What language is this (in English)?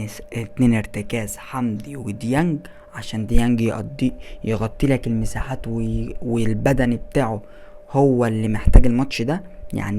Egyptian Arabic